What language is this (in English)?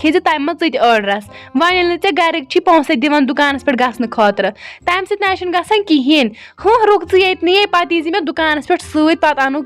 Kashmiri